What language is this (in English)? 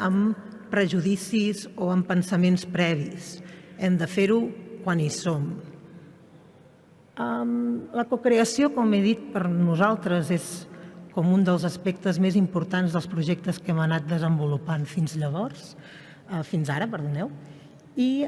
Catalan